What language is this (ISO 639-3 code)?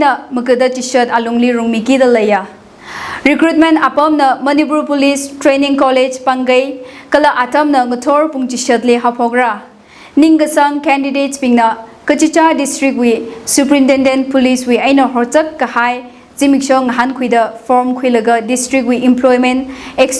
nmf